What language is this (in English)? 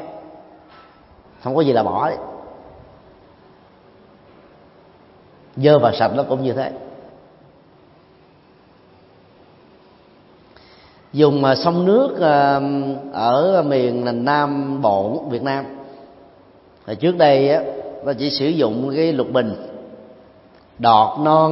Vietnamese